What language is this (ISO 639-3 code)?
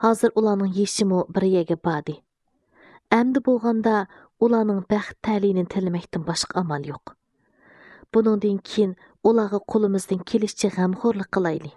uig